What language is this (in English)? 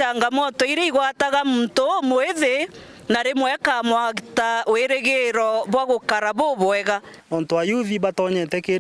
Meru